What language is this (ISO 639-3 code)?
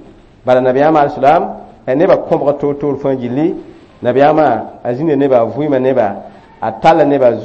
mos